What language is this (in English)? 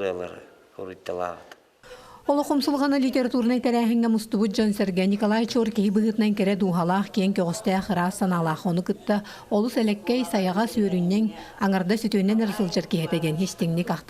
Yakut